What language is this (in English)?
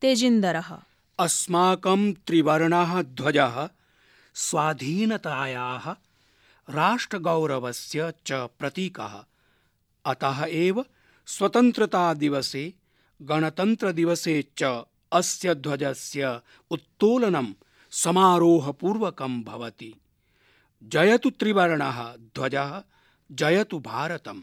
Sanskrit